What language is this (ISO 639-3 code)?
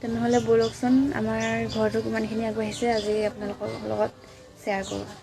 asm